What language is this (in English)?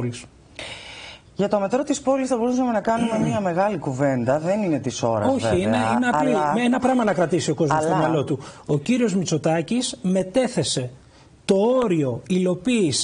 Greek